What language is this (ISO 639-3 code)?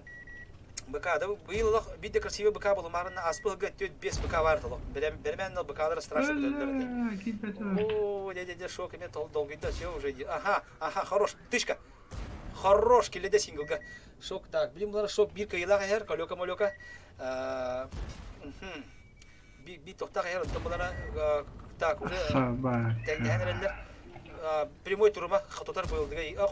sah